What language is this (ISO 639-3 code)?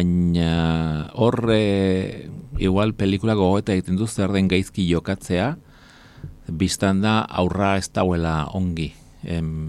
eus